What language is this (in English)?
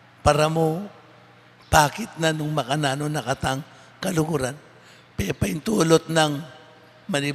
Pampanga